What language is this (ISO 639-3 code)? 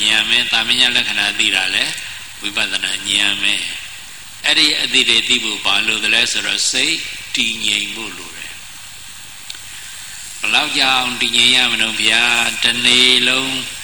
mya